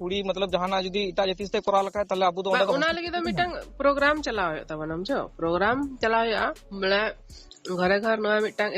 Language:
Santali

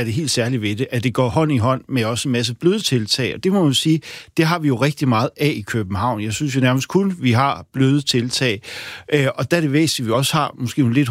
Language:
Danish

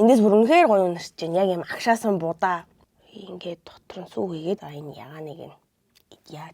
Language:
Mongolian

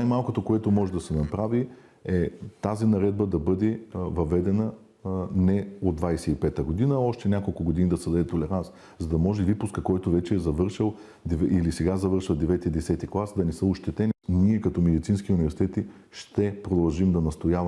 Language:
Bulgarian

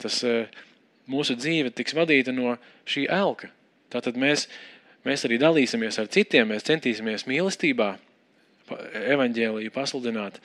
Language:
Latvian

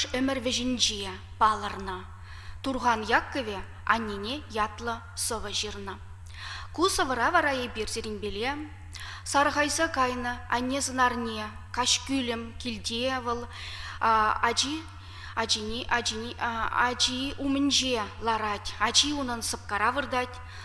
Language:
Chuvash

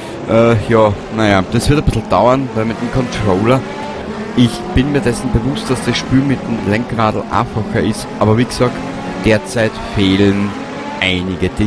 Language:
Bavarian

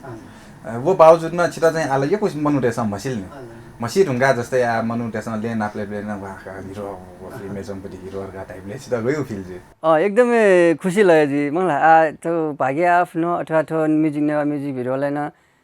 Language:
Newari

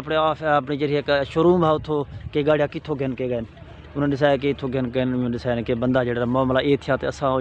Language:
Saraiki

